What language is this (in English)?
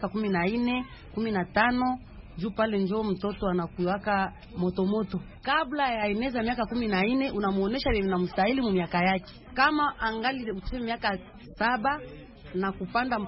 Swahili